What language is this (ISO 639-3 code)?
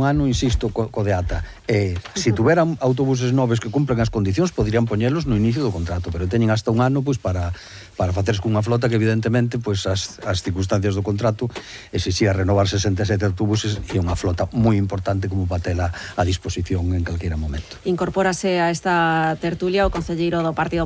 glg